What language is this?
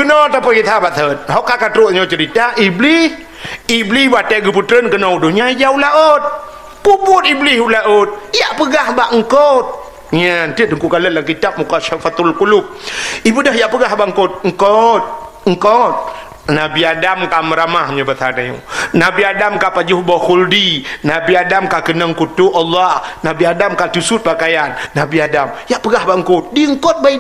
Achinese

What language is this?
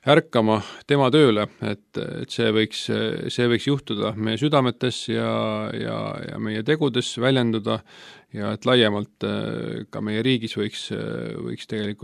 Estonian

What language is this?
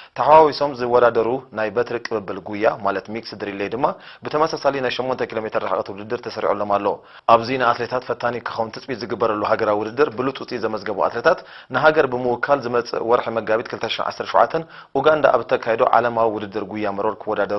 Tigrinya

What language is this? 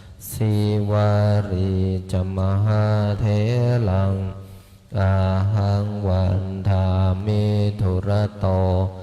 Pali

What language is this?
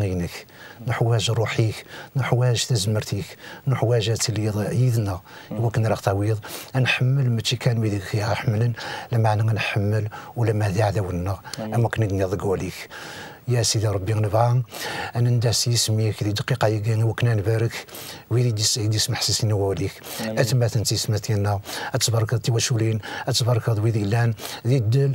Kabyle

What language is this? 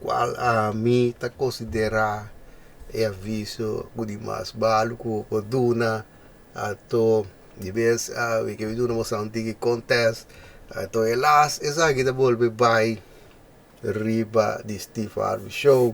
Papiamento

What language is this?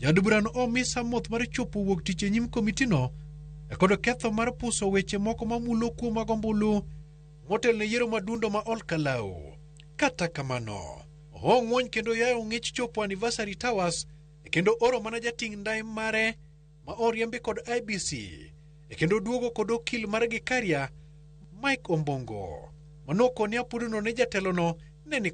Luo (Kenya and Tanzania)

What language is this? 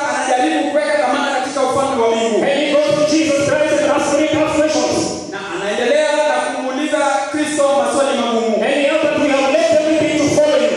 Swahili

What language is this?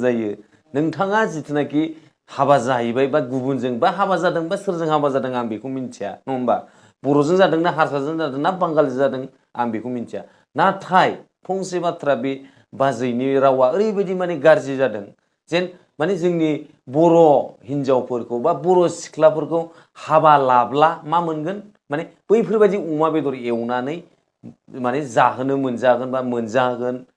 Bodo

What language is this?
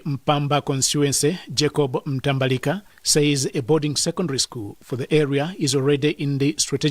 English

